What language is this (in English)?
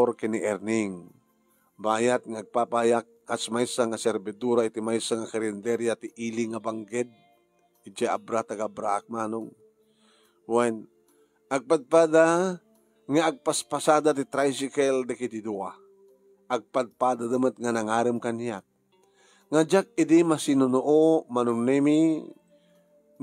Iloko